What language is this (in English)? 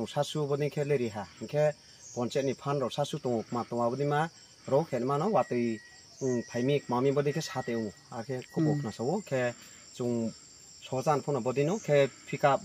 Riang (India)